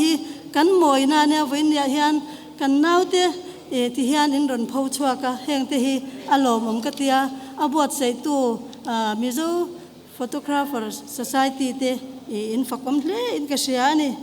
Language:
Mizo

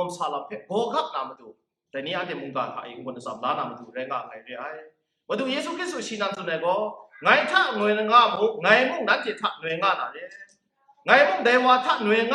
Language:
Kachin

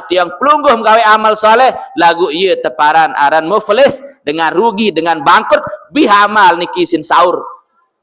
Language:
Sasak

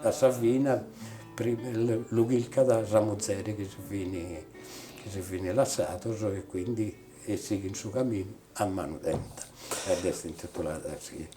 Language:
Sardinian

